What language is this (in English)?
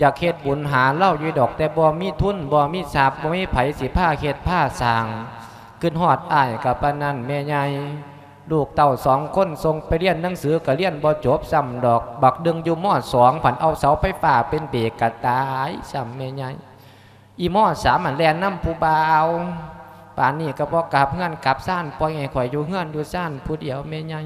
Lao